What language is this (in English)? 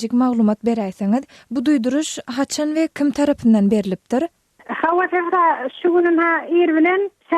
Turkmen